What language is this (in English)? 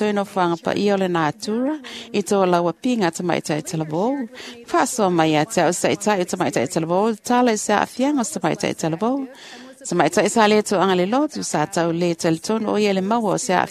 Samoan